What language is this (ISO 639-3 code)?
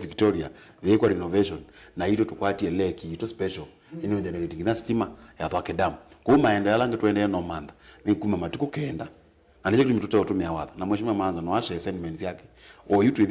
kam